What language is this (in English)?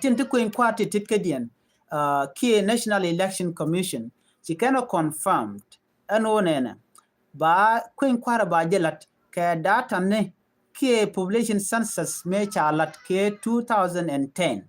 Nuer